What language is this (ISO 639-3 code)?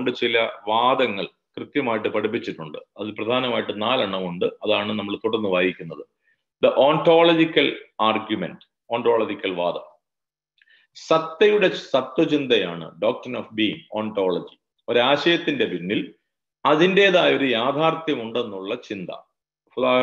mal